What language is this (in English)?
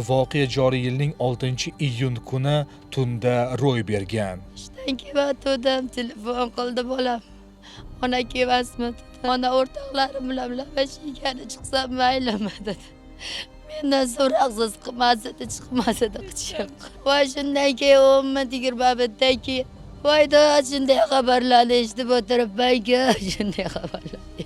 Uzbek